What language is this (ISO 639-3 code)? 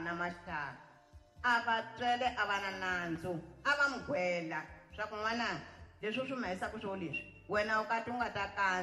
tso